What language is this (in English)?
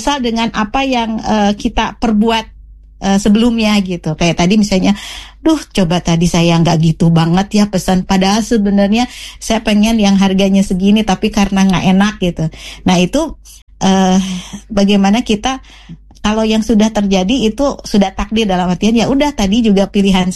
Indonesian